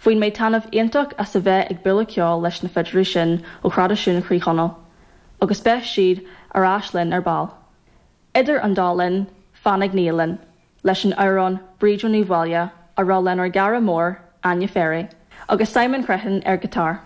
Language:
Irish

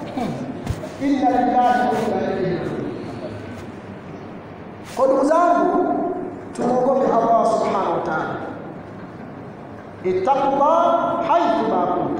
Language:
Swahili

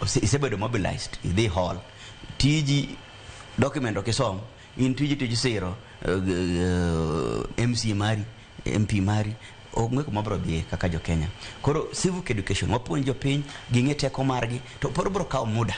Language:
Luo (Kenya and Tanzania)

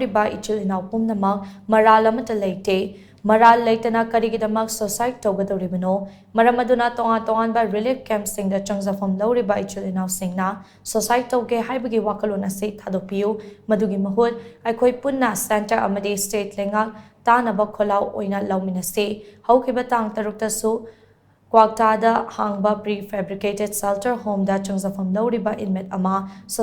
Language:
Manipuri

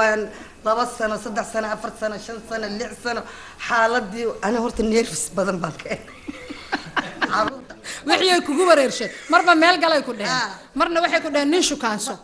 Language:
Somali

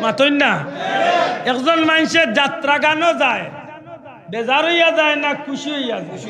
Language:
Sylheti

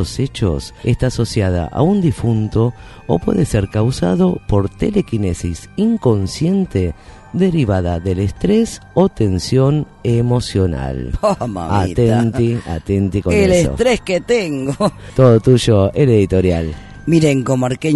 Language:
Spanish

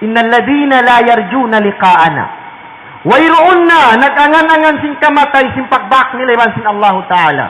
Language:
Tausug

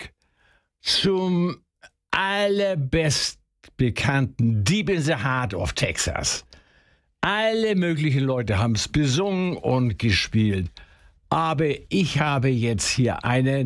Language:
German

